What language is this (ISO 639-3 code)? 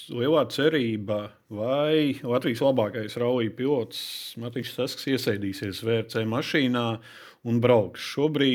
lav